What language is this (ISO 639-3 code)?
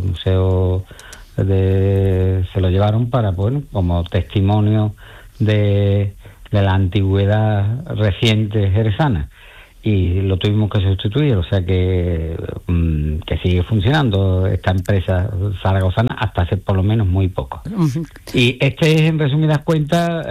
spa